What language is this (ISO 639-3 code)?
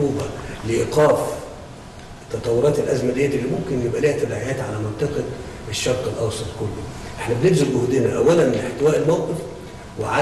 arz